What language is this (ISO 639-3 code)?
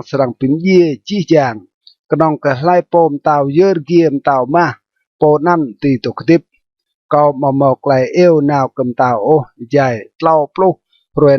rad